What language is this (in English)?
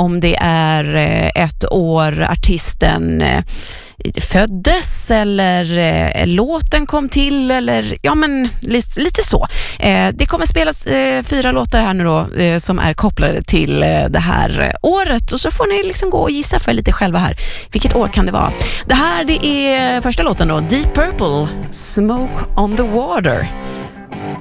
Swedish